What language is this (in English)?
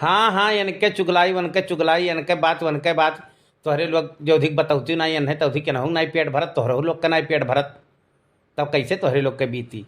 Awadhi